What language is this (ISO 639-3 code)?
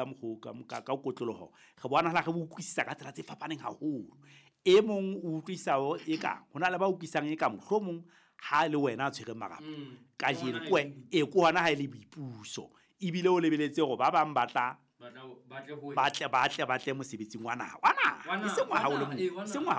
sot